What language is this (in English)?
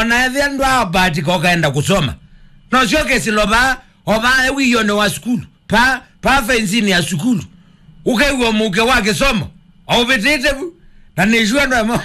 Kamba